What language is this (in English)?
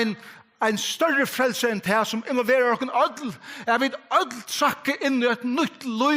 Faroese